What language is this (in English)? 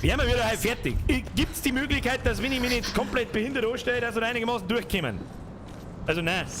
Bavarian